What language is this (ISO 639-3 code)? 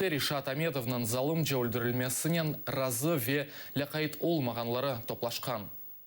crh